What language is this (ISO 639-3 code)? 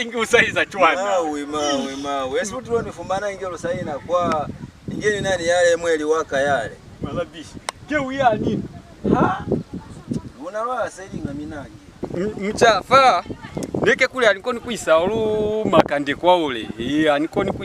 loz